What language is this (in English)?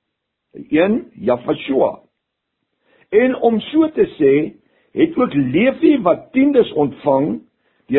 Afrikaans